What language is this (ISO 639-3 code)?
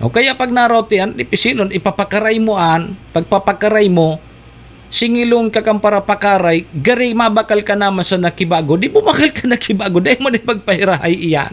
bik